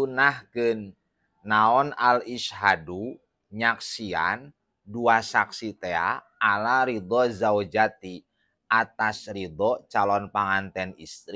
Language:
Sundanese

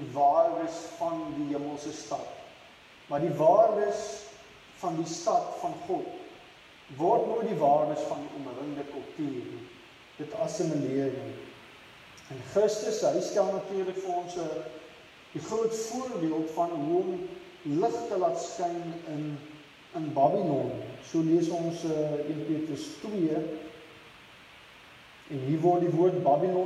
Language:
Afrikaans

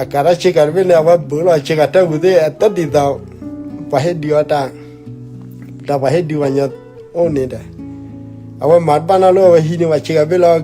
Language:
S'gaw Karen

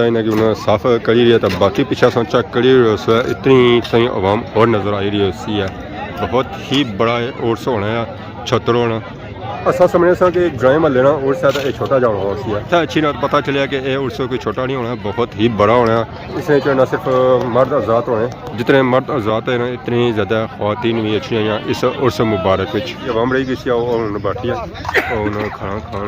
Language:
Pahari-Potwari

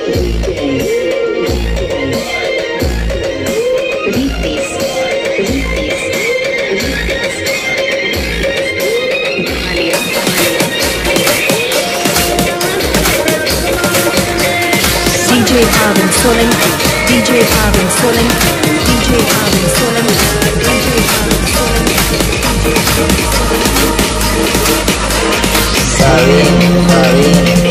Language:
Gujarati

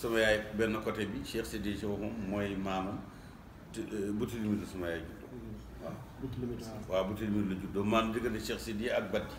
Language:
Wolof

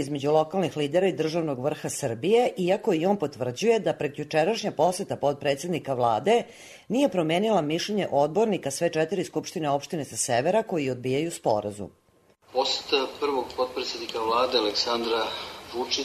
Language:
Serbian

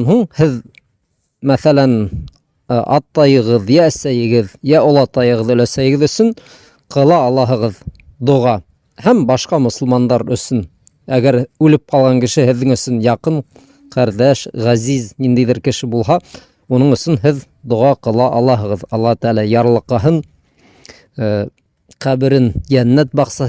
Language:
Bashkir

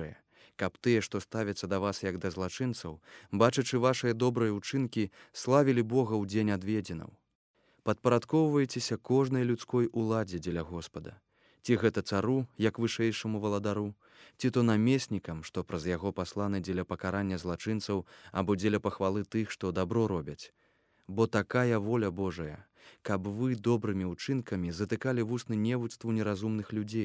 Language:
Belarusian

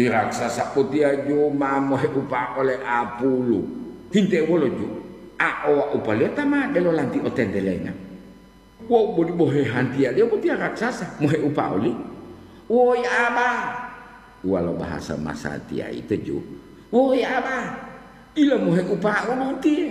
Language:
Gorontalo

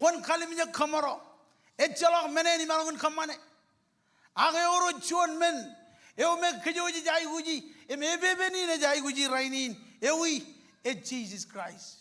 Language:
Marshallese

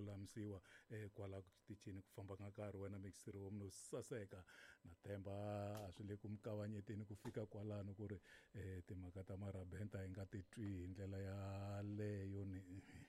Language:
Tsonga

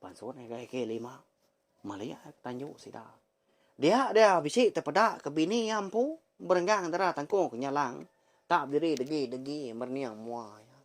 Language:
Iban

